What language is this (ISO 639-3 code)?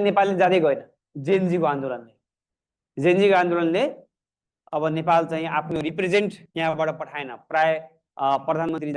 nep